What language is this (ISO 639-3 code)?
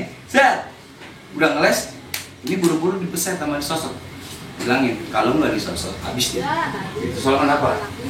bew